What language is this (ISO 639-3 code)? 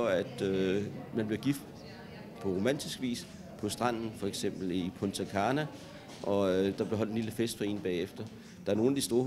dan